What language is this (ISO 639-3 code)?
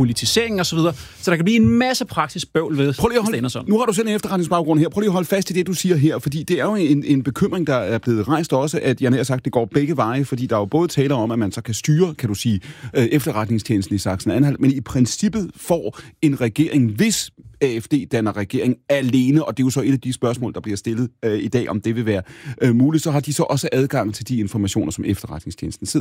dan